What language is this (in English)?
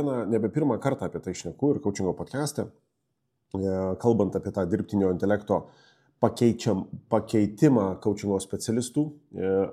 Lithuanian